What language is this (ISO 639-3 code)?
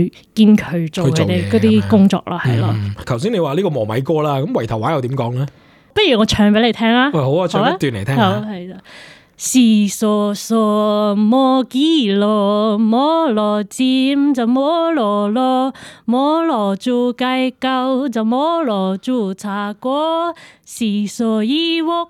yue